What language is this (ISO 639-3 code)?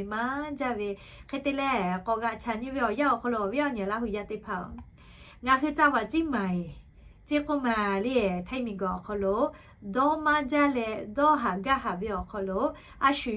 lhu